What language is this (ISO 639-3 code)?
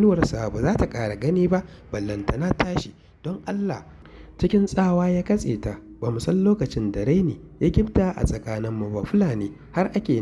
hau